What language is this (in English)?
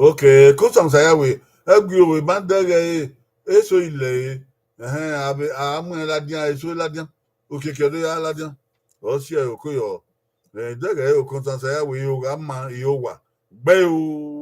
Bini